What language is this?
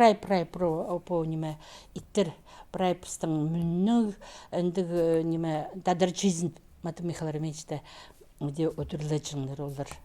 Khakas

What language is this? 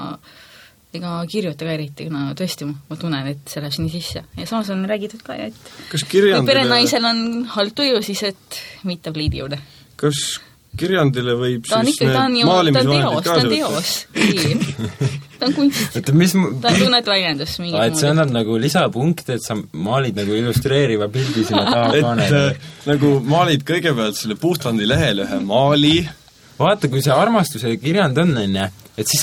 Estonian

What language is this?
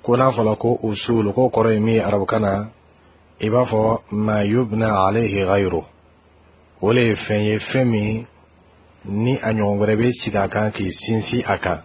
Bambara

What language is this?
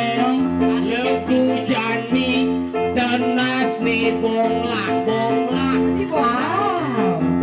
Balinese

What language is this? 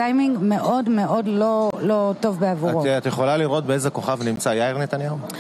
Hebrew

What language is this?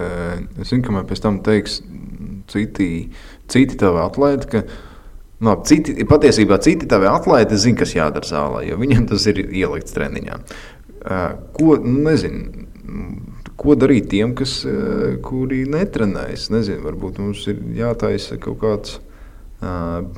Latvian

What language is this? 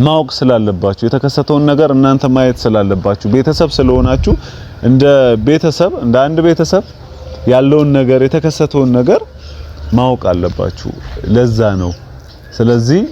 Amharic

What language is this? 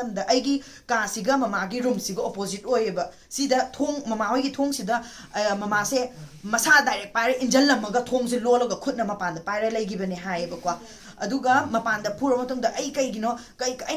Manipuri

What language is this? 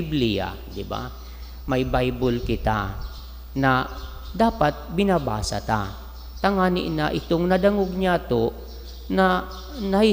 Bikol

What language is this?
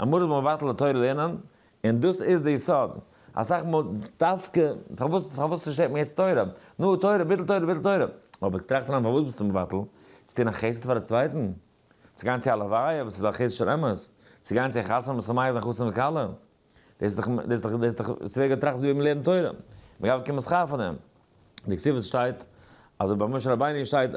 Yiddish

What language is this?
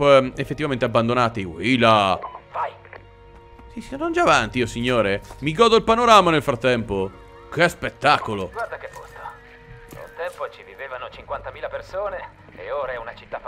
Italian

